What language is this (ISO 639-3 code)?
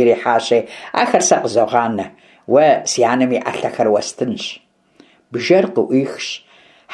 kbd